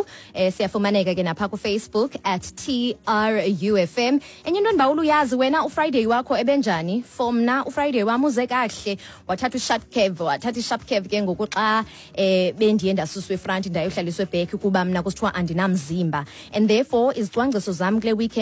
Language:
Xhosa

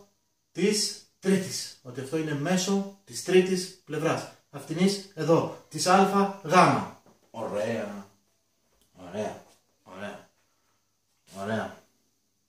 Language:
Greek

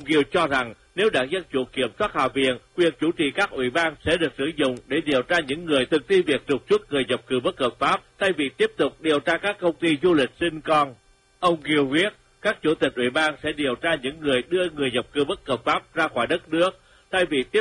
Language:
Vietnamese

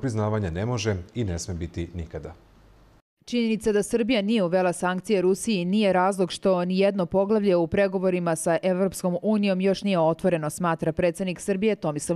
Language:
Serbian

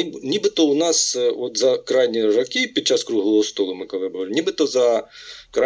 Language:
Ukrainian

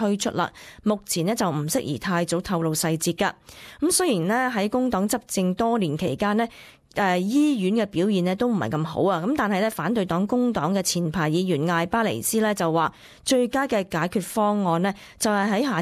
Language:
Cantonese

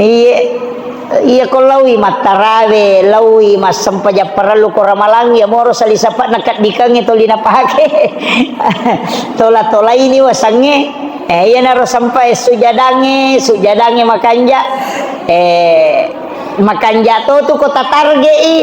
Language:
Buginese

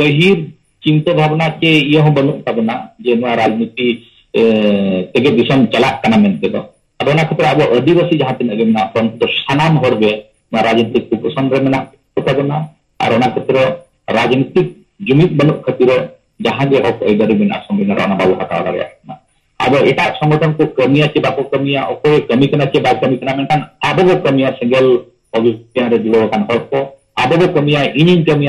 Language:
Santali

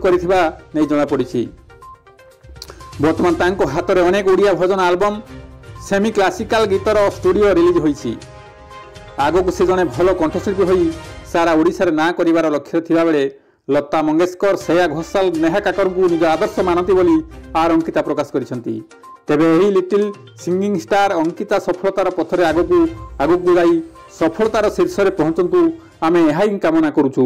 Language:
Odia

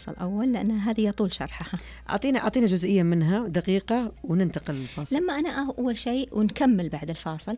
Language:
Najdi Arabic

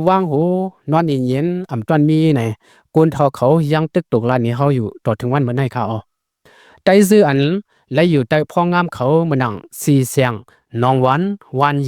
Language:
Lao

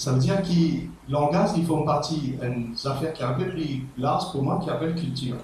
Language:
Morisyen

